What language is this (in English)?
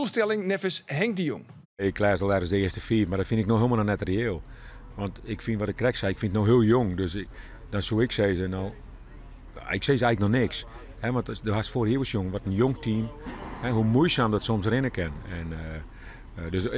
Western Frisian